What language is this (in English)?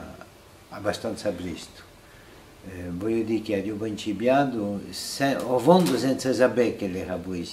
Corsican